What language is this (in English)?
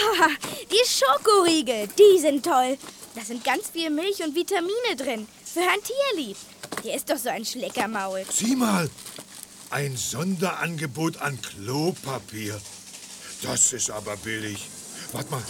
German